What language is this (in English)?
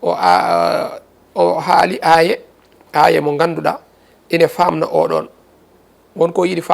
Fula